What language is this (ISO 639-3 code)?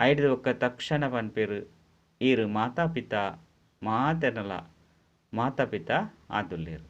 tcy